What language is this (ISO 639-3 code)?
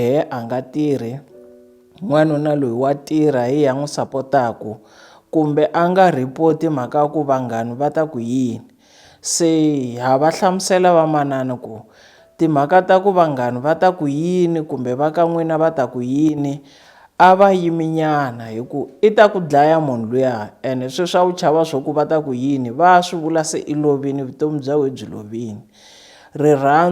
tso